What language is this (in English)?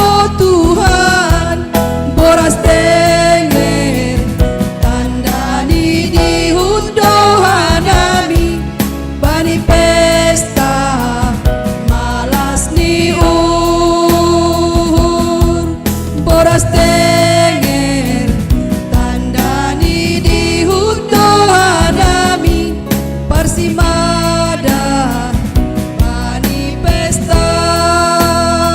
Batak Simalungun